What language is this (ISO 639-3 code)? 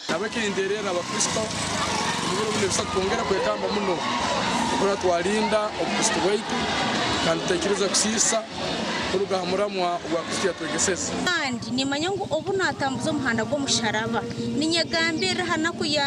nyn